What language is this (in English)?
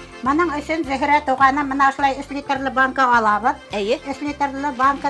Bashkir